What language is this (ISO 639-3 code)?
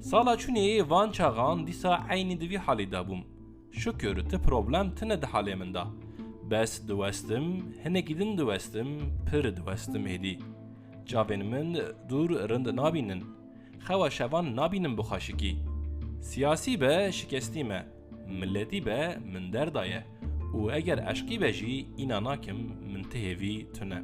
kur